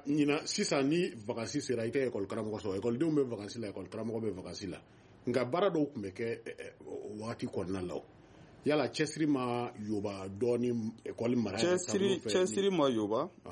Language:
Bambara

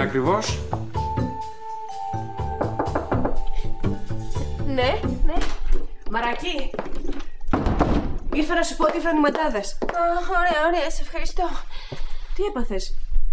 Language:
Greek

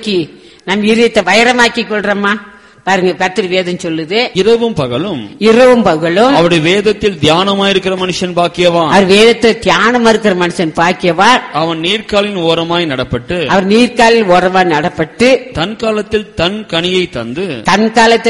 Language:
Tamil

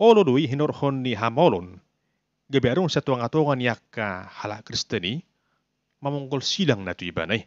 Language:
Batak Toba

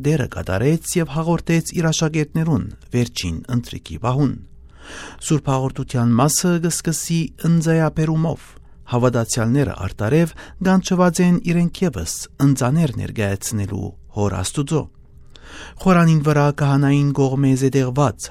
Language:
Western Armenian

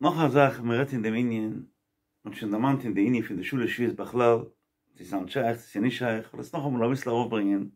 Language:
Yiddish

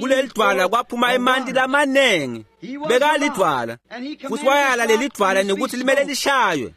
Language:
Swati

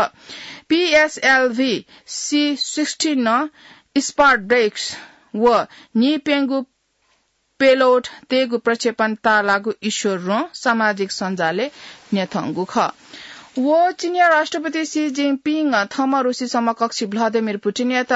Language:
Newari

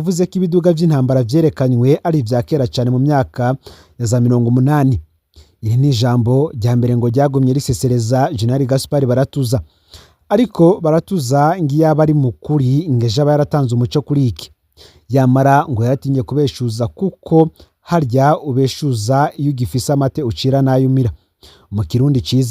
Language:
Rundi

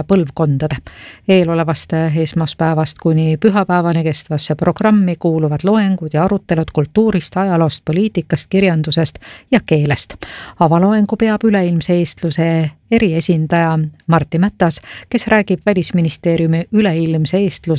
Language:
Estonian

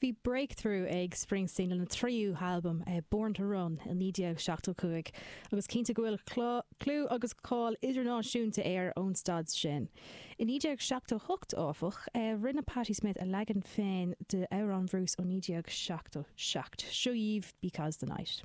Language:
Irish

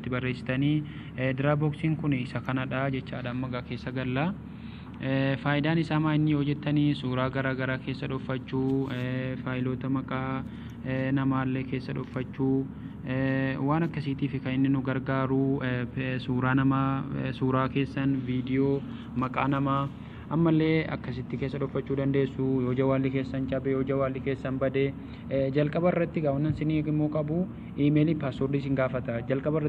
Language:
Oromo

